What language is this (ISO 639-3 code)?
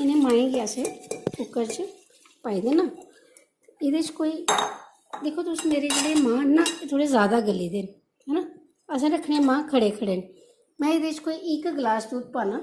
doi